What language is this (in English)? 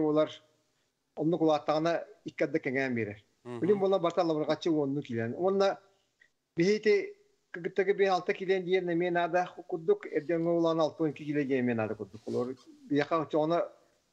Yakut